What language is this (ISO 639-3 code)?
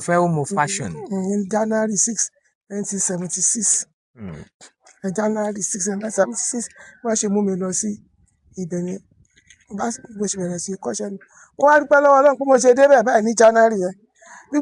yor